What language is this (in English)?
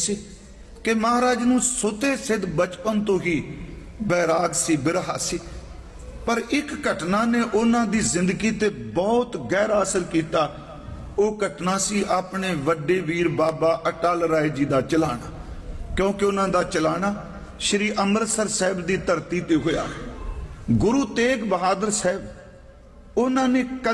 Punjabi